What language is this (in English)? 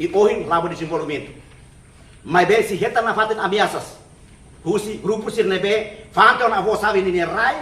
Tetum